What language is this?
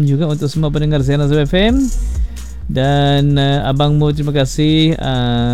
Malay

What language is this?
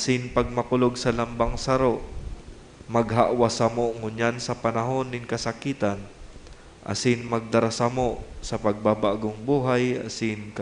Bikol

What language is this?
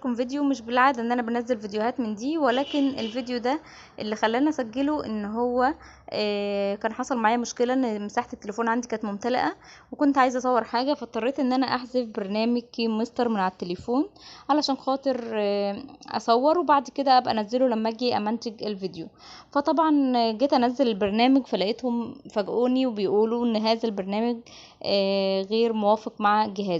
Egyptian Arabic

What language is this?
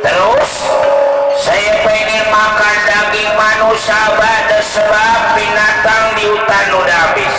Betawi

